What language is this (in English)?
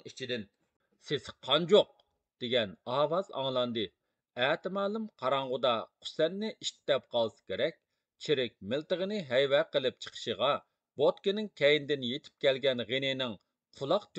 Uyghur